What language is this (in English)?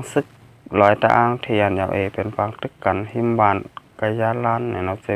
Shan